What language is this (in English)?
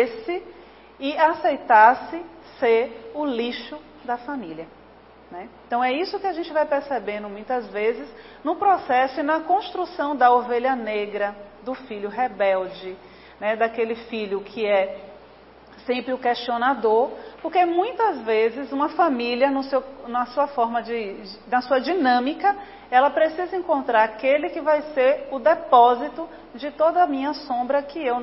Portuguese